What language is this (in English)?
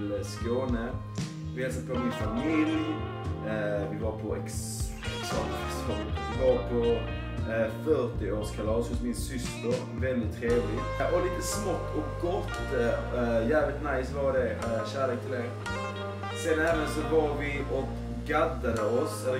Swedish